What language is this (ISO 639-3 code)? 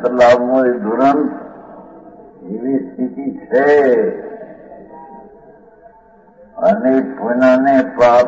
guj